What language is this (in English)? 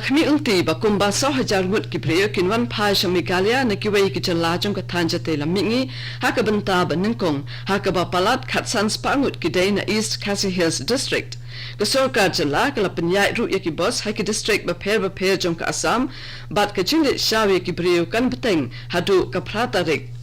Khasi